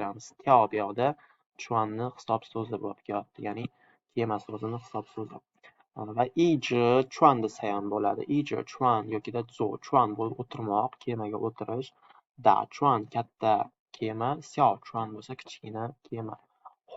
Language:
Uzbek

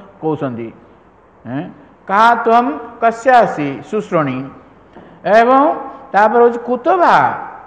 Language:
Odia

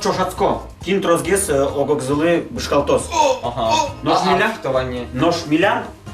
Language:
Udmurt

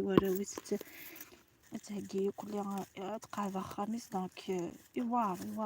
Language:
Kabyle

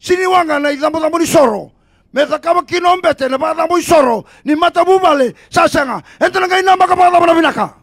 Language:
Fijian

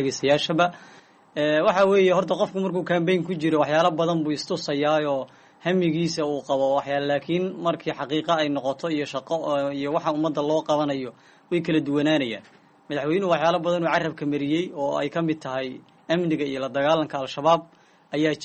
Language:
Somali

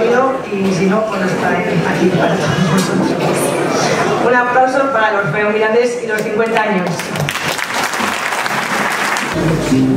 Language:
Spanish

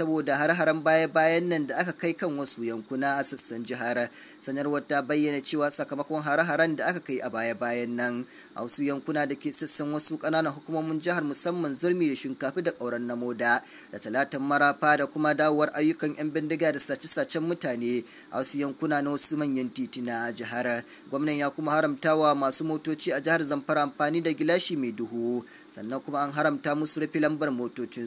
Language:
Hausa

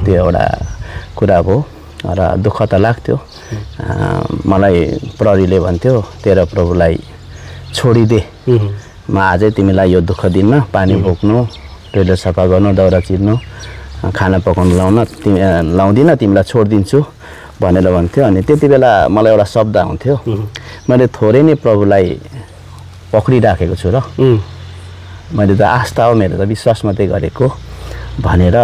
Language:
Nepali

